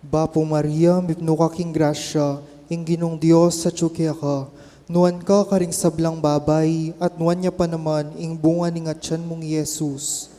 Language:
Pampanga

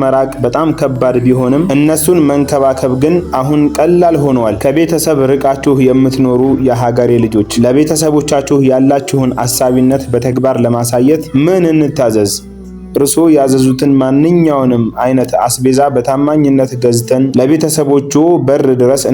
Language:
Amharic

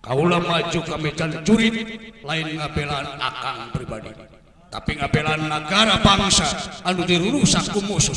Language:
Sundanese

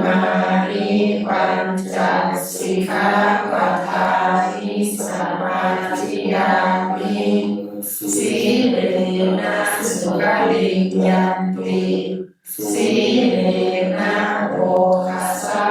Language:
Pali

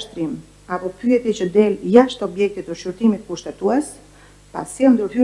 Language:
Albanian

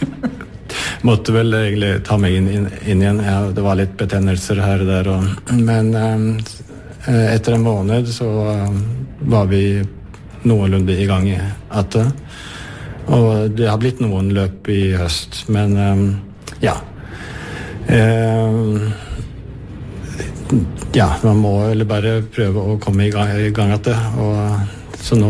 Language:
Norwegian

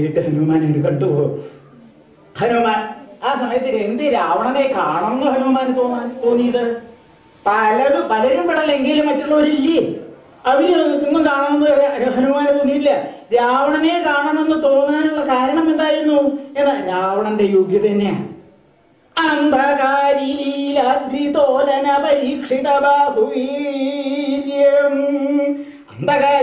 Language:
Malayalam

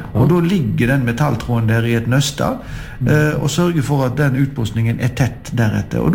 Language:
Norwegian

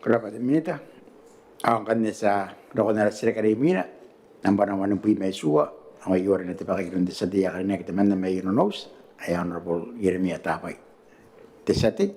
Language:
Gilbertese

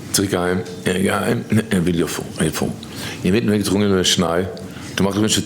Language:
Yiddish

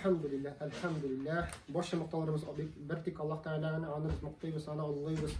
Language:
Tatar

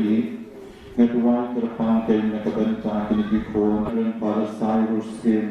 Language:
Khasi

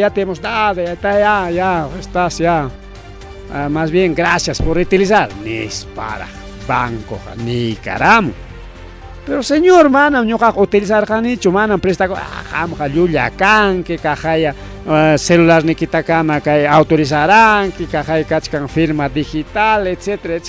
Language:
Ayacucho Quechua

